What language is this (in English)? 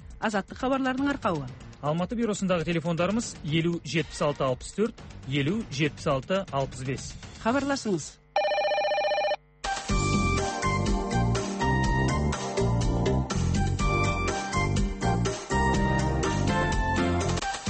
Kazakh